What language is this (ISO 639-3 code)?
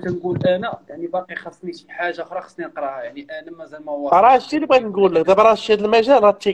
ary